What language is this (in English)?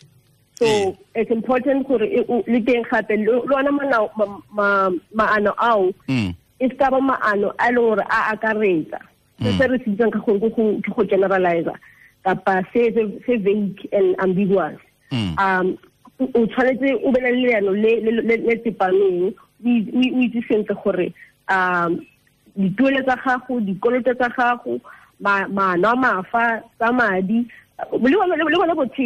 Tswana